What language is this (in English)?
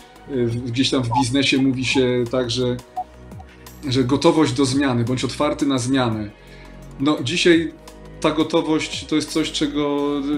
Polish